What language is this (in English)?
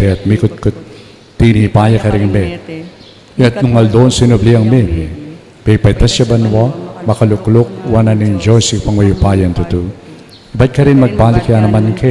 Pampanga